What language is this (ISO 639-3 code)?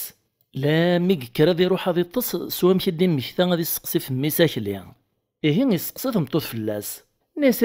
kab